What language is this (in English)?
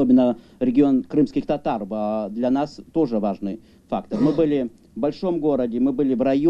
Crimean Tatar